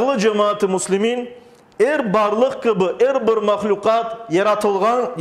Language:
Crimean Tatar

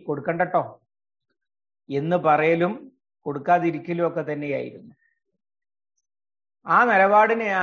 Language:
Malayalam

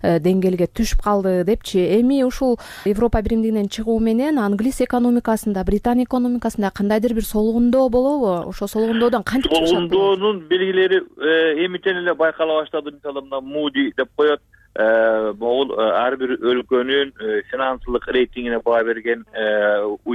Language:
Kyrgyz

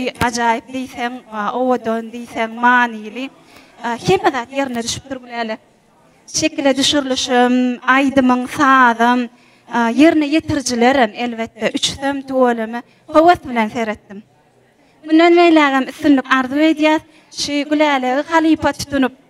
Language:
Turkmen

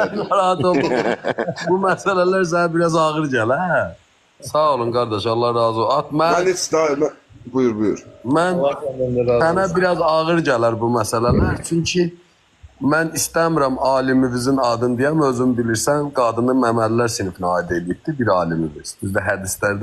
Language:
Azerbaijani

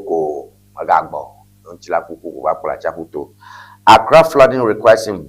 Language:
Ewe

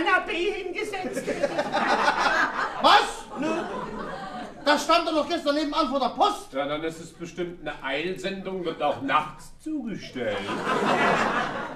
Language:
German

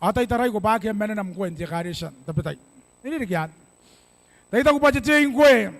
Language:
Gilbertese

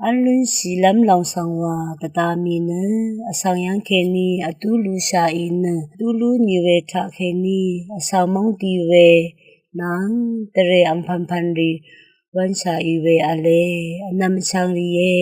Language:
Rawang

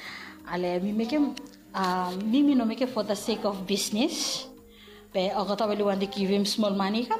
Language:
Bislama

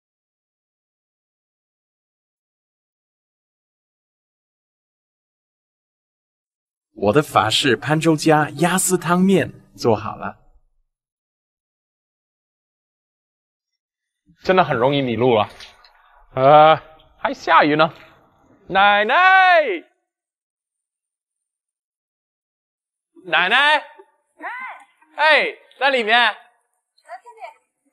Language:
Chinese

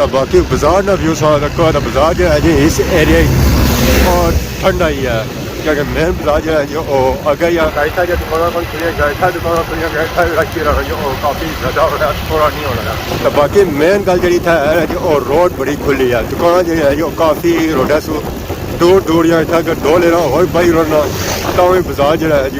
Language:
Pahari-Potwari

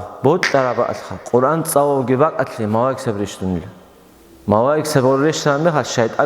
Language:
Avaric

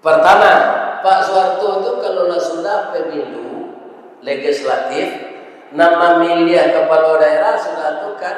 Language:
Minangkabau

